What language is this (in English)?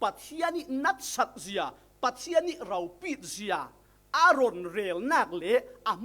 Falam Chin